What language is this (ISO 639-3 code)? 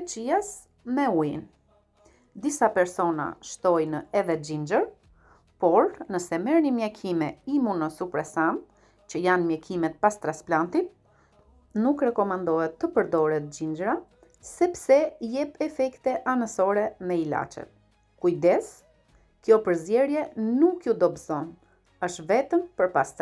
sqi